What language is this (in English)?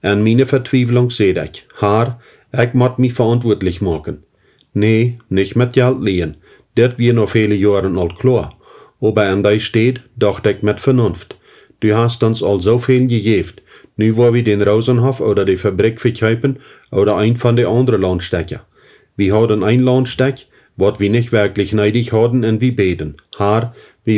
Plautdietsch